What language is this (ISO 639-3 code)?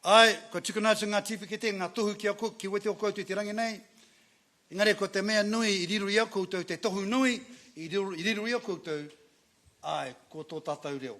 mri